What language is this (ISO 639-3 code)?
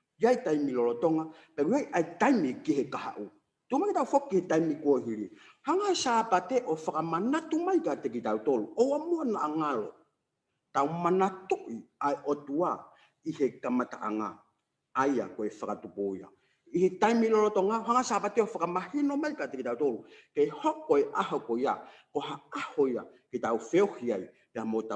ton